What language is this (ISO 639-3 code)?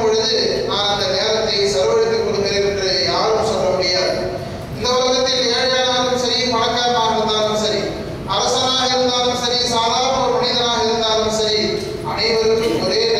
tam